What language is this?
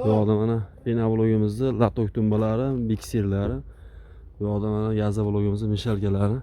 Uzbek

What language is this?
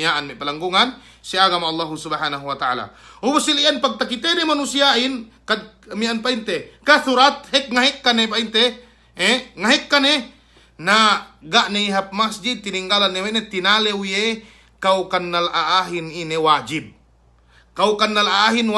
Yakan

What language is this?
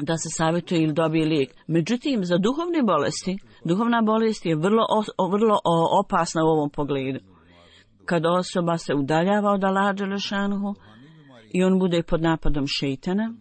Bosnian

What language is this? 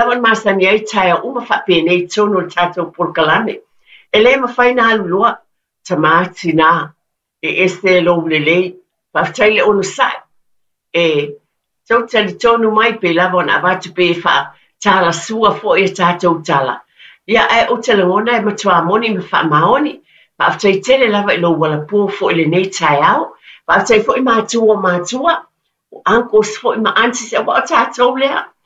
Samoan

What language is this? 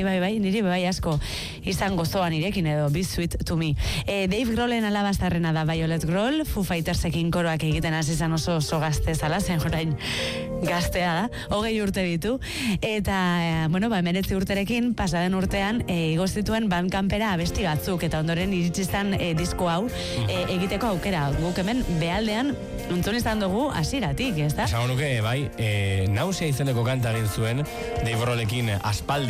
Basque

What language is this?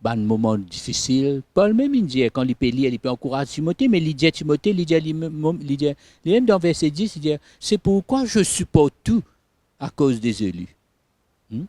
Morisyen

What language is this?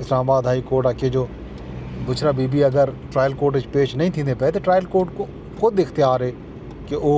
Saraiki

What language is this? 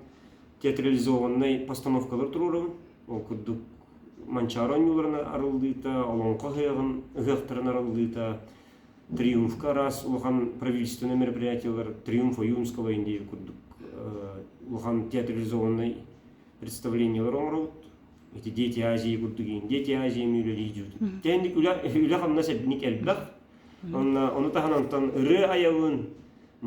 Yakut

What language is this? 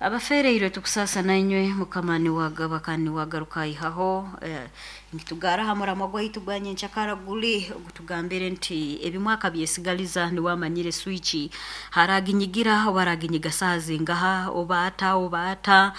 Nyankole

